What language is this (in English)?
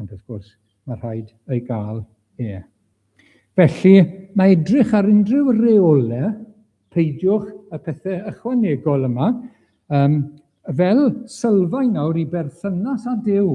Welsh